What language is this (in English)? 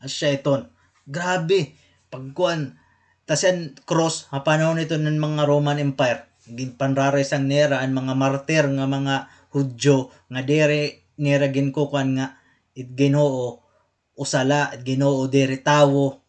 Waray